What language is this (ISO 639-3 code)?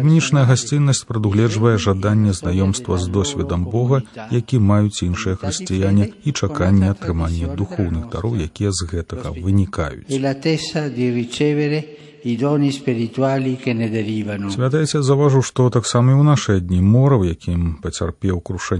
bel